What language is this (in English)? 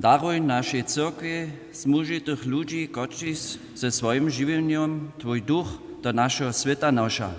Upper Sorbian